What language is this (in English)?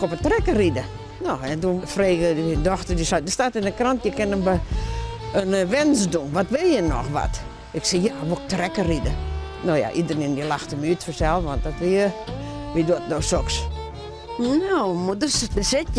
Western Frisian